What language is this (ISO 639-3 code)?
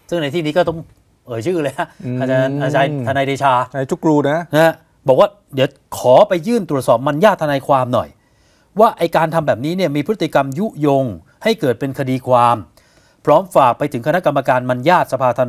tha